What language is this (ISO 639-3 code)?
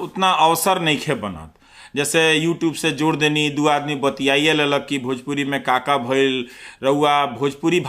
bho